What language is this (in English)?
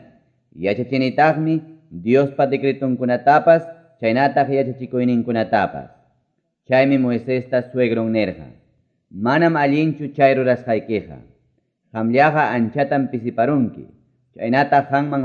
Quechua